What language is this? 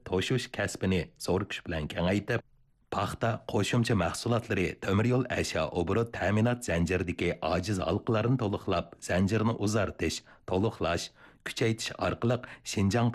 Uyghur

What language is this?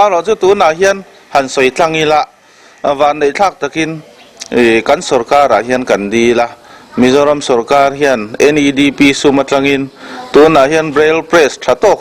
Mizo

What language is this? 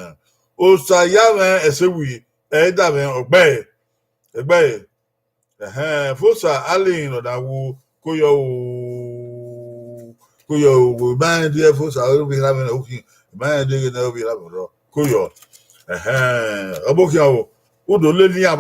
Bini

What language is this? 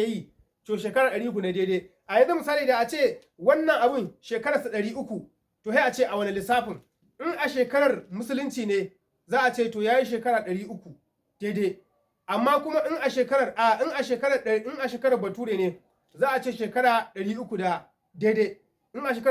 Hausa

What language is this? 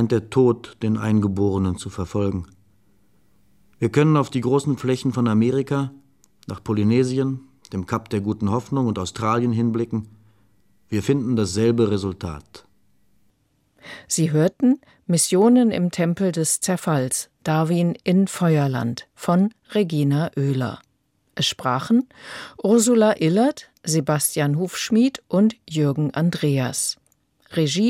German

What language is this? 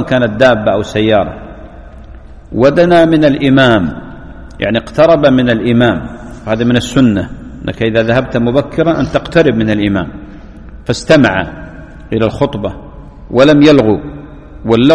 Arabic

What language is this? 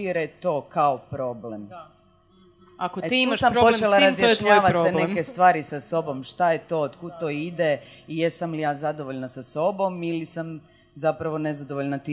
Croatian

